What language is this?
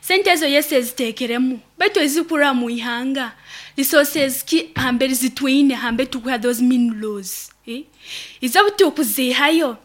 Nyoro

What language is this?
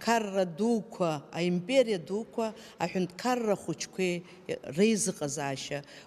Abkhazian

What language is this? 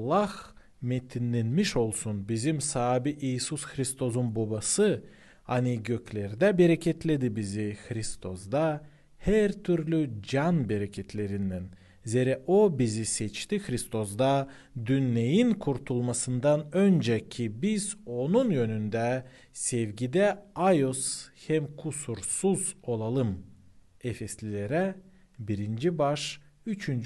Gagauz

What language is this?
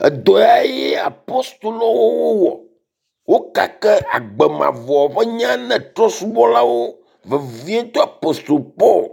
Ewe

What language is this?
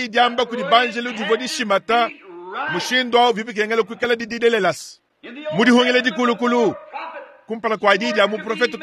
Luba-Lulua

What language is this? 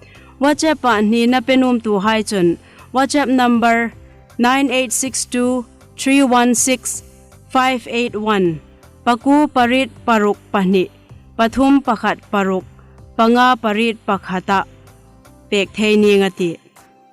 Hmar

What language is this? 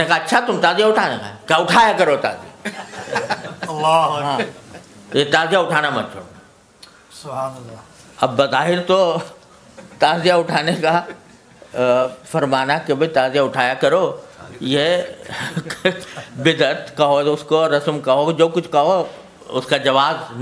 Urdu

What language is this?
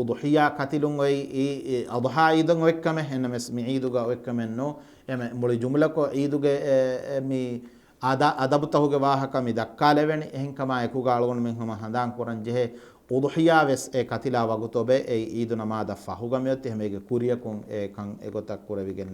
Divehi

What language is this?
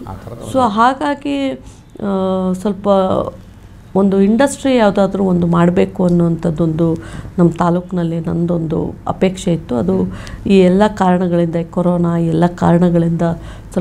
Kannada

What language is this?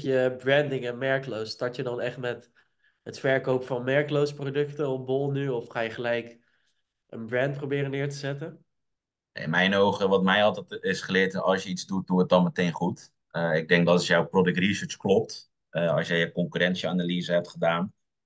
Dutch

